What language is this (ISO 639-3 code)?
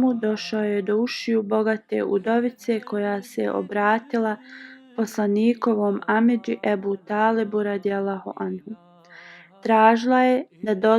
bos